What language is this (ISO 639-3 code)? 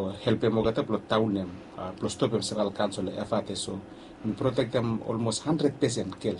bis